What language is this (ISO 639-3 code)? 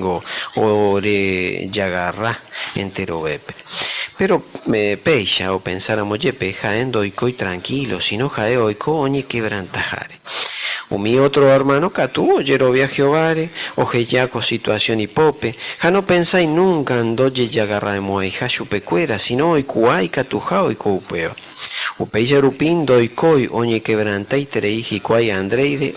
grn